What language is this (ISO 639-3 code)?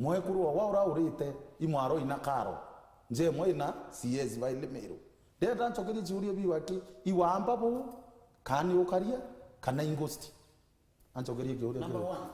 mer